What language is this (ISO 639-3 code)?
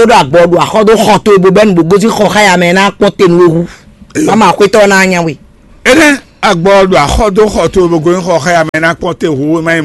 fon